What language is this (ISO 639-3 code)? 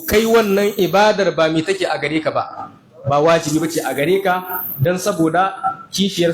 hau